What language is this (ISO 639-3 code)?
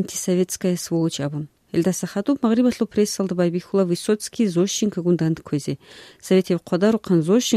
ava